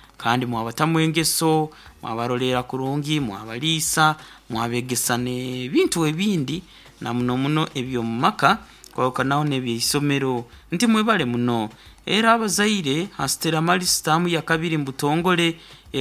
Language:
Nyoro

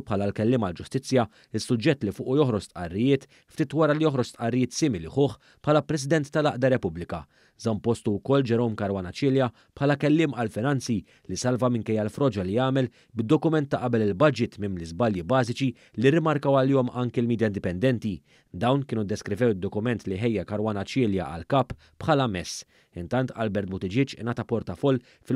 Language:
Maltese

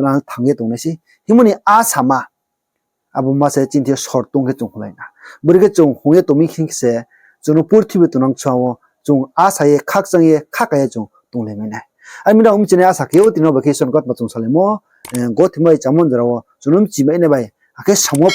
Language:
Riang (India)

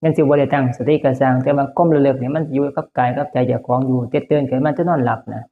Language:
Northeastern Thai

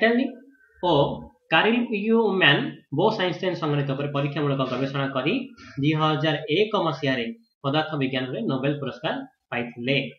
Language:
Odia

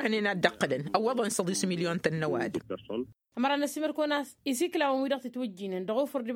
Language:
Tamasheq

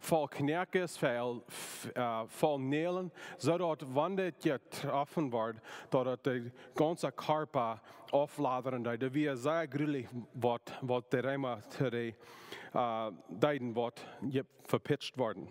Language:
Plautdietsch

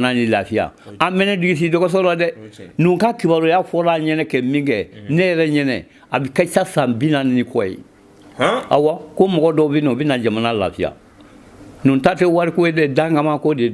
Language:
Bambara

